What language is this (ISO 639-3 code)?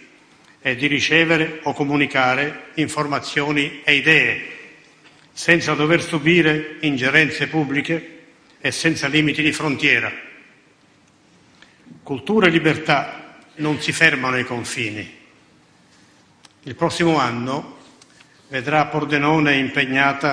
ita